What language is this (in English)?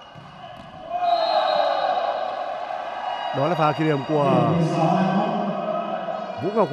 Vietnamese